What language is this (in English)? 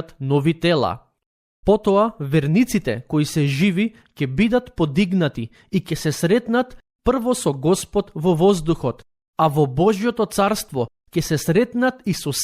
Macedonian